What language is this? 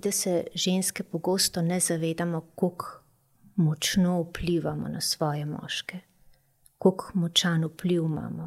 Slovenian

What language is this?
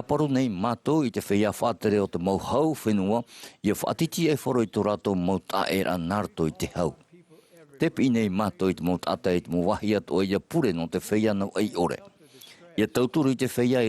Tahitian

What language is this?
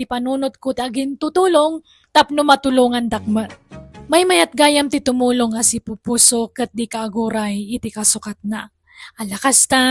Iloko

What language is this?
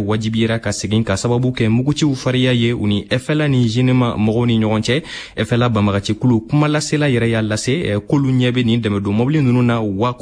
Bambara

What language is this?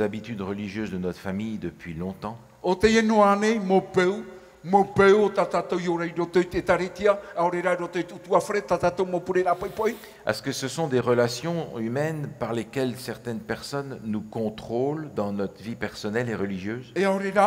Tahitian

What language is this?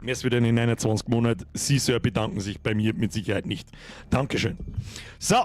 Bavarian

